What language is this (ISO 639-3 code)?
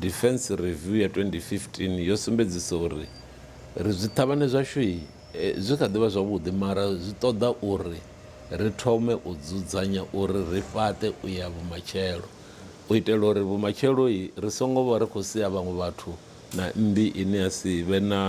ven